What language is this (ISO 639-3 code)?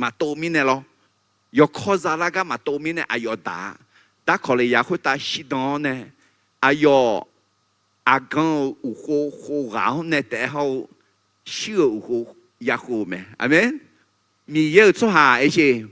ahk